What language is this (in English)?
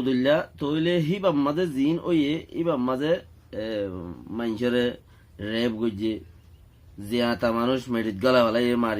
Rohingya